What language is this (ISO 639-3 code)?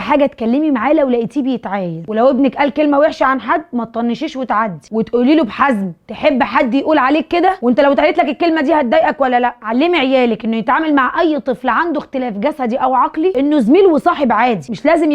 arz